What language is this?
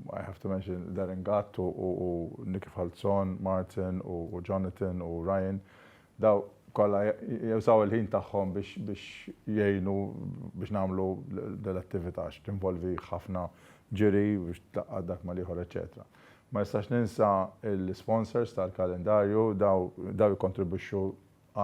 Maltese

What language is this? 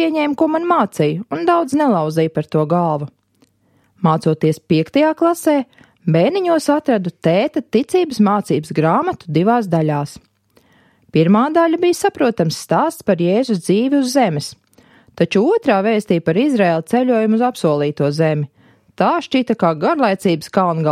Latvian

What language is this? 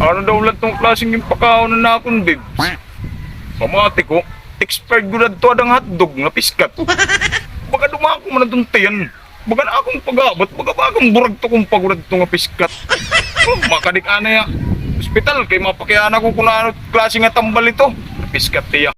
Waray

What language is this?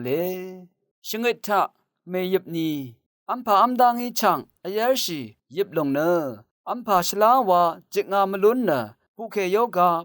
Rawang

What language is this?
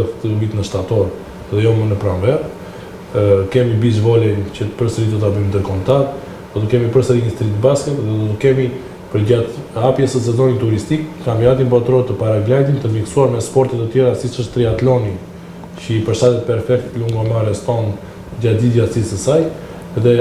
Albanian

